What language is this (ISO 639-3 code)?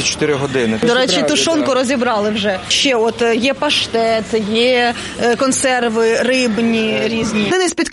ukr